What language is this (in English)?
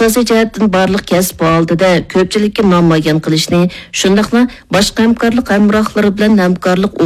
Uyghur